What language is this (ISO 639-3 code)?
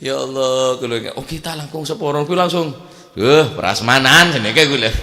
mad